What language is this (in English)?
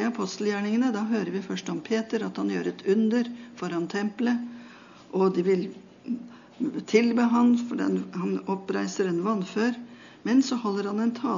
Norwegian